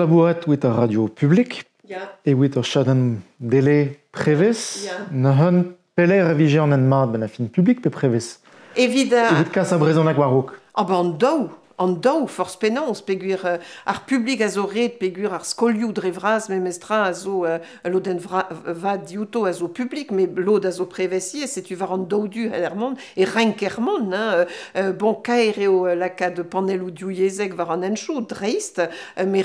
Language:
Breton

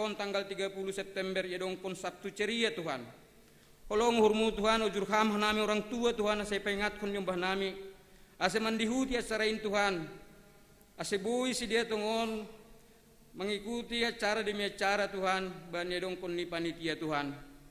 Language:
Batak Simalungun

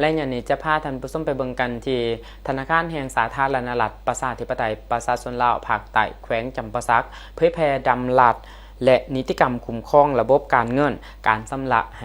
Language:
Lao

